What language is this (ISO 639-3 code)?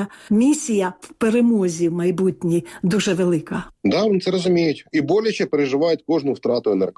ukr